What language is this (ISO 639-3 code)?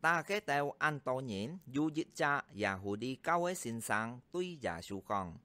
hak